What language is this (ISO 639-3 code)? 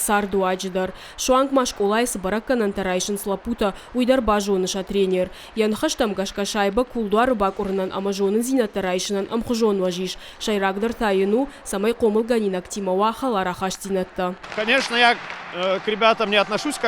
oss